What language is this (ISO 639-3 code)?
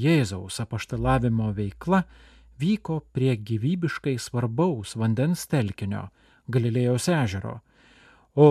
lit